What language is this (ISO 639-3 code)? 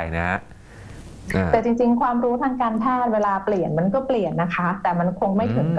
tha